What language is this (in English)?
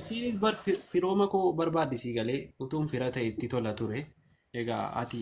Oromo